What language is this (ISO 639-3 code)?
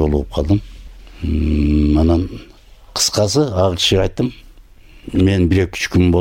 kir